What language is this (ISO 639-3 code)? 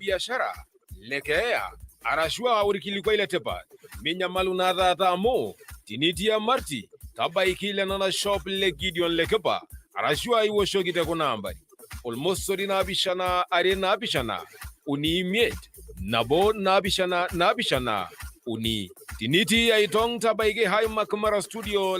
mas